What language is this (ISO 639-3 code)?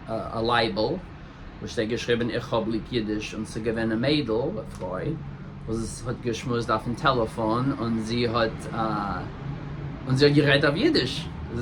yid